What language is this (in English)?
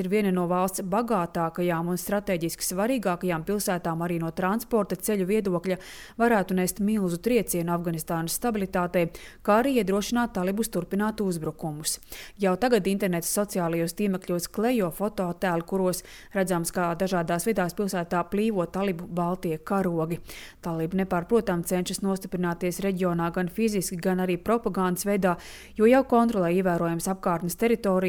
Latvian